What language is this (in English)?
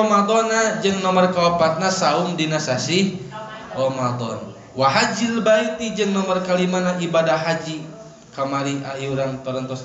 Sundanese